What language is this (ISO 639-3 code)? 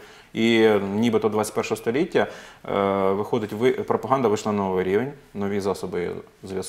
ukr